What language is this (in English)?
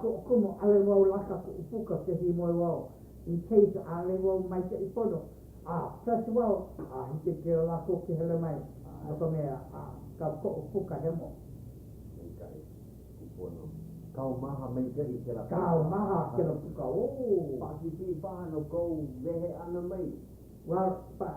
Hawaiian